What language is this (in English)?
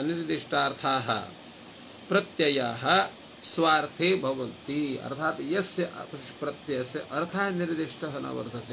Sanskrit